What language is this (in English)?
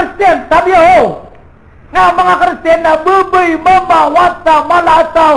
Maranao